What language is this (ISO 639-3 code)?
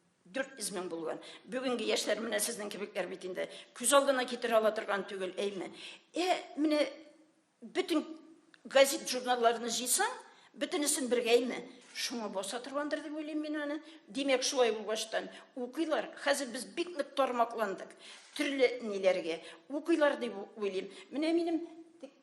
tat